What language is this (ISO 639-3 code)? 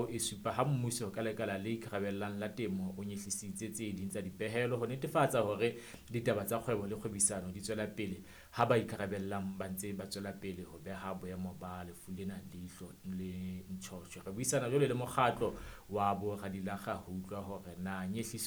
sot